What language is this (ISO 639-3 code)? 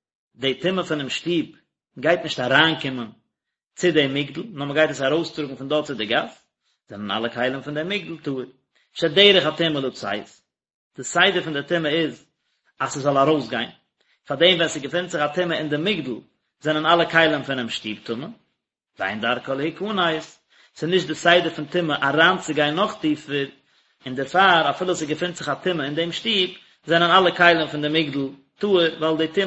yid